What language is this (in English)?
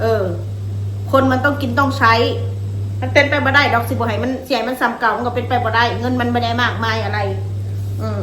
Northeastern Thai